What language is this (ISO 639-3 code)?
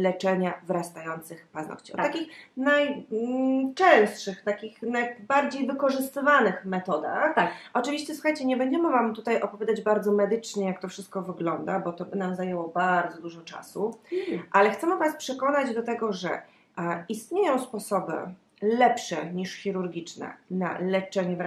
pol